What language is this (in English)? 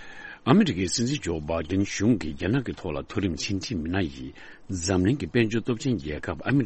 Tibetan